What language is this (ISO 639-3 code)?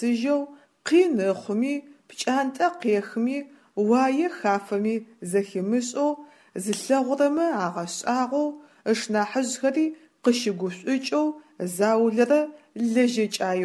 ady